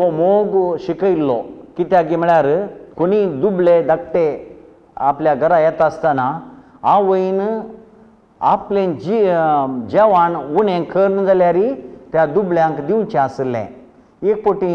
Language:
Konkani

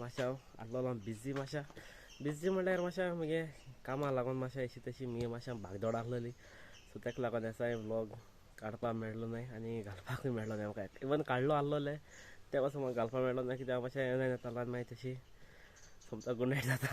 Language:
Konkani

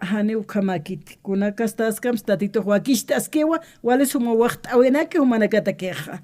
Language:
Aymara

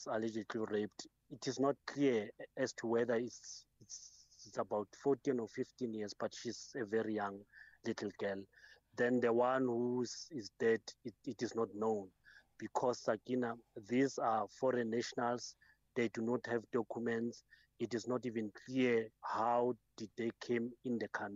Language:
English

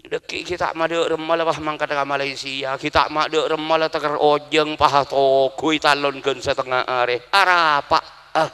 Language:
Madurese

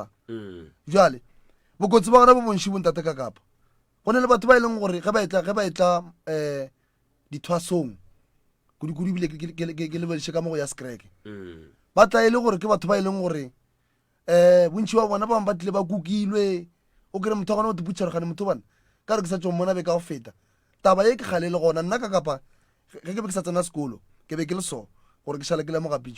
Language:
Northern Sotho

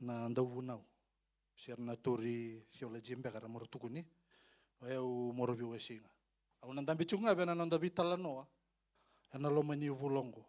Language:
Fijian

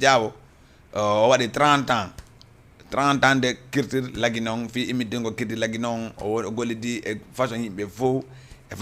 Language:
Fula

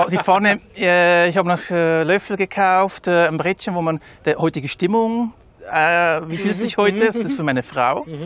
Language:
Swiss German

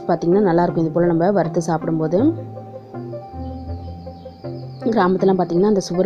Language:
Tamil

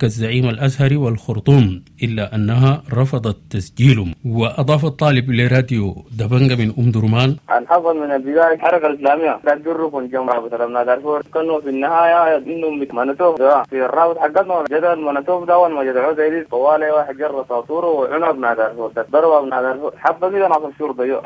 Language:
Sudanese Arabic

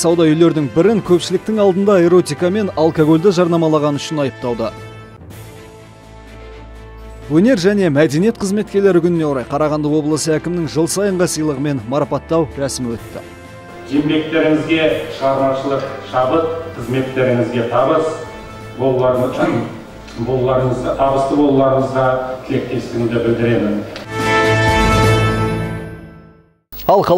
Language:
Kazakh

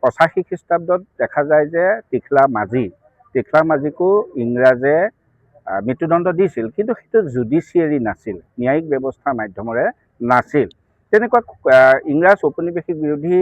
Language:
Assamese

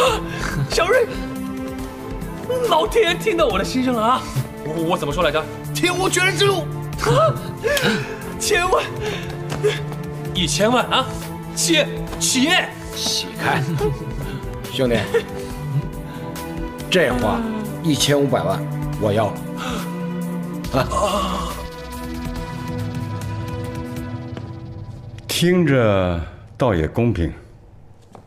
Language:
Chinese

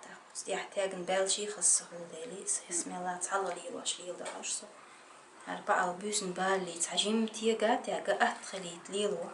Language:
Chechen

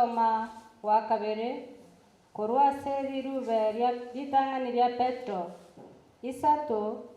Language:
Gusii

